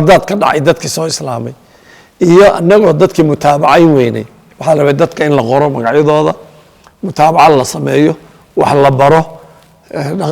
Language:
Somali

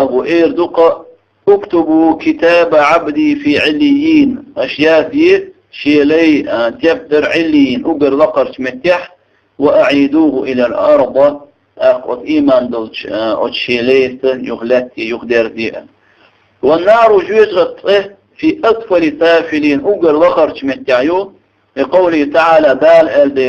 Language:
Chechen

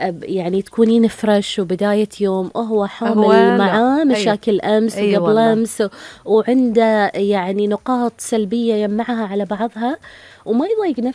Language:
Gulf Arabic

